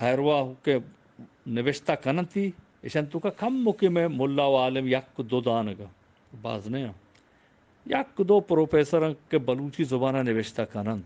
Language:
Eastern Balochi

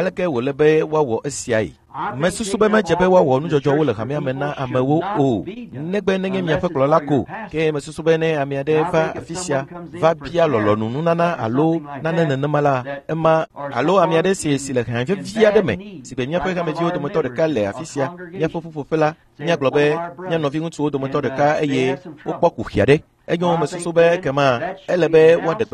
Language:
Ewe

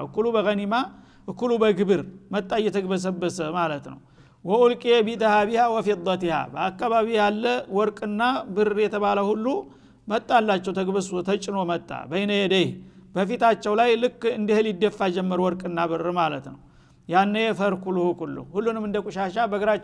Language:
Amharic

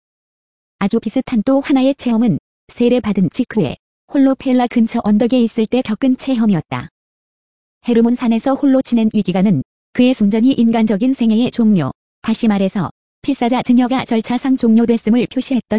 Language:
Korean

